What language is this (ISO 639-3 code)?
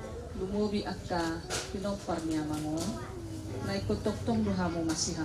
bbc